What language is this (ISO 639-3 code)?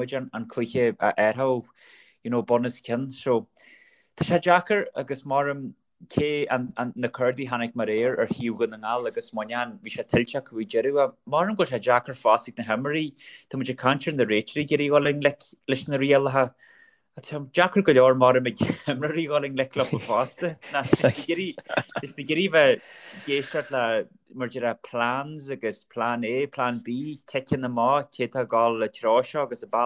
gle